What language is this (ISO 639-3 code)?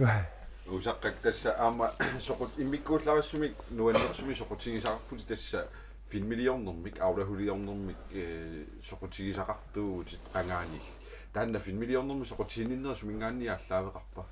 kal